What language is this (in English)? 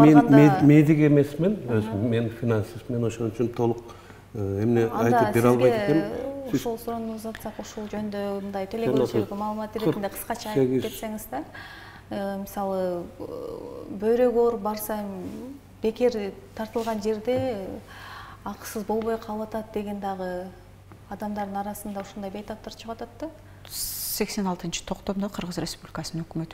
Kyrgyz